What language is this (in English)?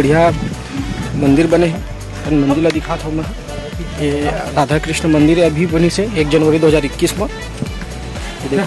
Chhattisgarhi